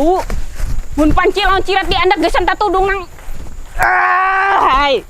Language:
Banjar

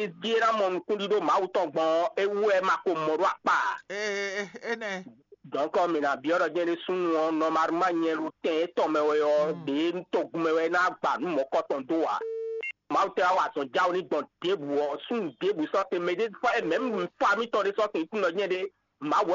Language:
Fon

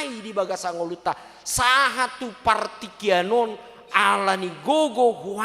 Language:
Batak Toba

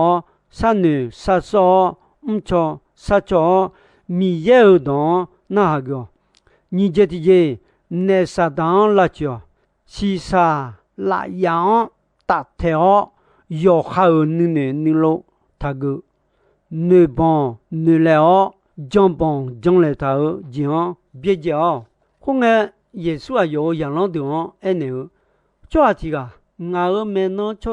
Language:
Akha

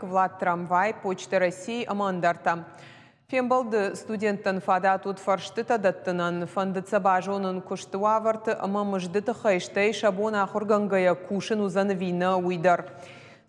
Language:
Ossetic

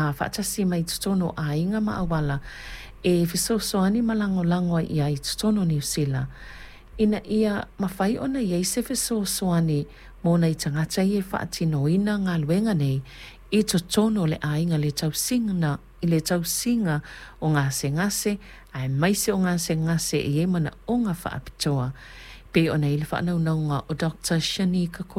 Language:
Samoan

